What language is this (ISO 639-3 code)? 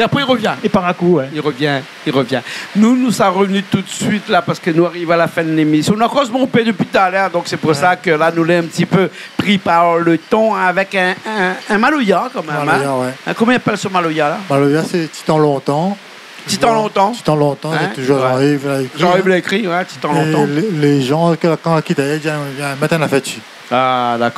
rcf